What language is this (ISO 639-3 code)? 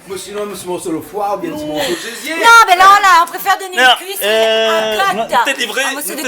rcf